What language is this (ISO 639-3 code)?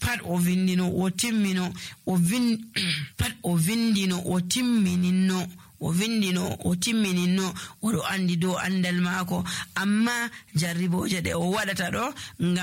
fuv